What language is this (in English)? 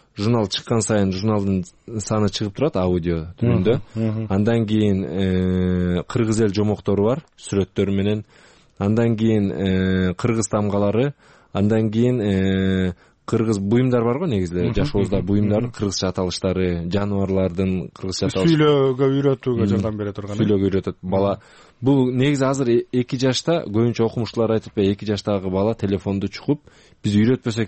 Kyrgyz